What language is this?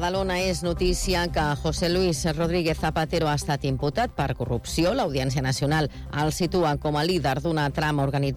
Catalan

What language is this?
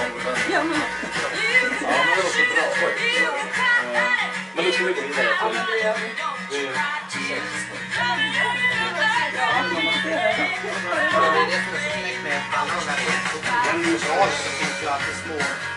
Swedish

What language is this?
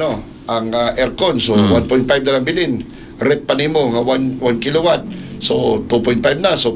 Cebuano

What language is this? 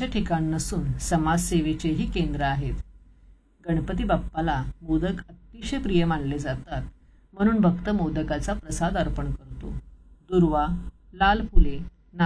Marathi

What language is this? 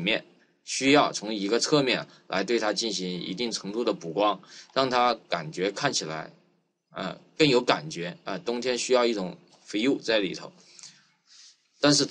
Chinese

